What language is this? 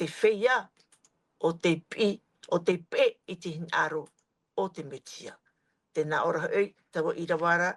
Tahitian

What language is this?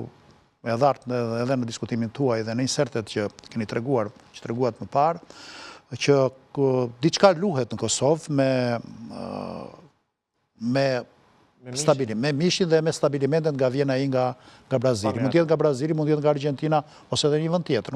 Albanian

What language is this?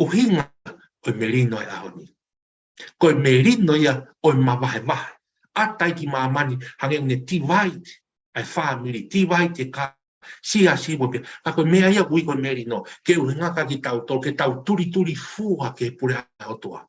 Tongan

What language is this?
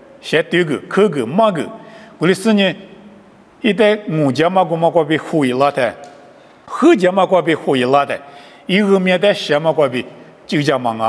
Lisu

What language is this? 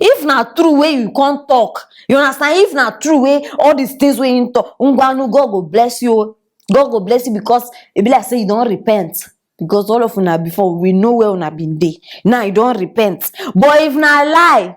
Nigerian Pidgin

